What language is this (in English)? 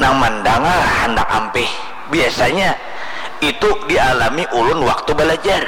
Banjar